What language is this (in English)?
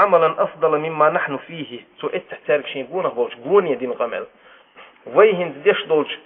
Chechen